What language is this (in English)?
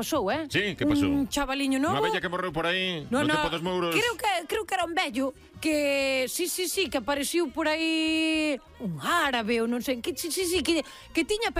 Galician